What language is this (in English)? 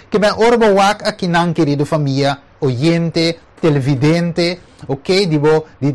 Papiamento